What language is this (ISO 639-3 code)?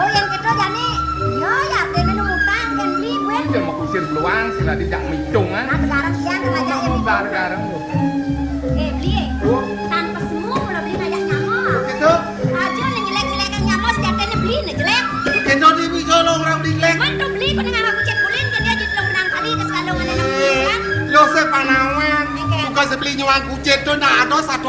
ban